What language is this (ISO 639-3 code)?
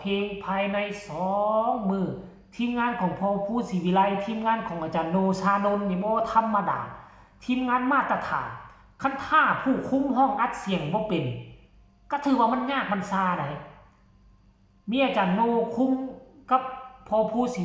lao